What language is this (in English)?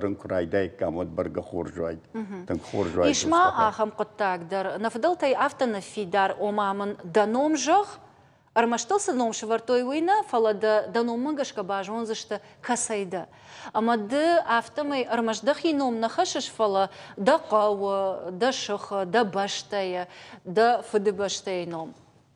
Ossetic